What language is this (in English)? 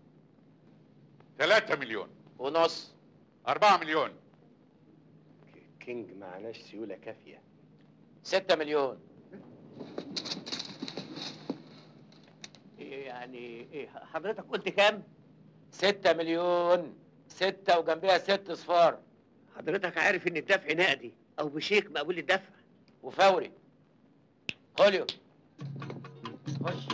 Egyptian Arabic